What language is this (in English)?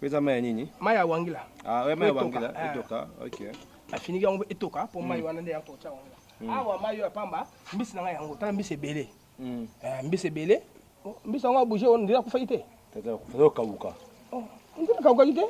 Lingala